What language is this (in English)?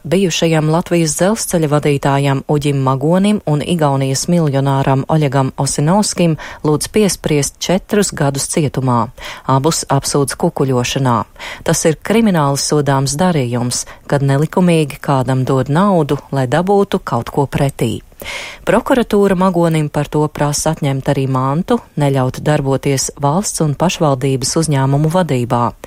Latvian